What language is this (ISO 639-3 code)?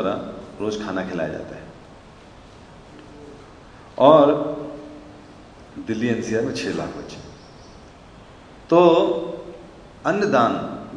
hin